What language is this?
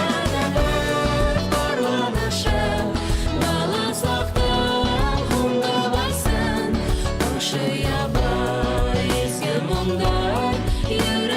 Bashkir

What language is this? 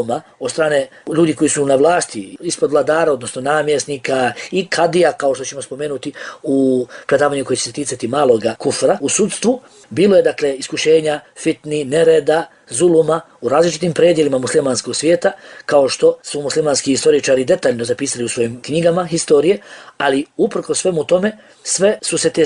Bosnian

